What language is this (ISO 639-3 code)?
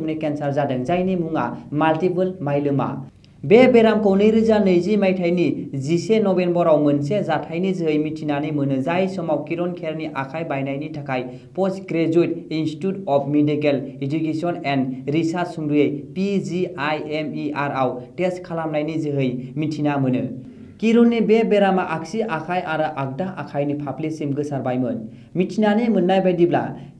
brx